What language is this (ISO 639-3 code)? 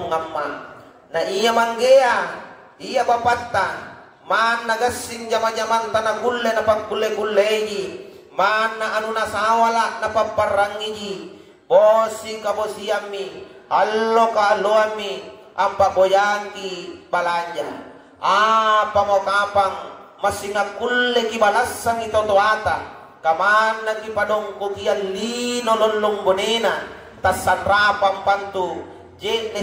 mak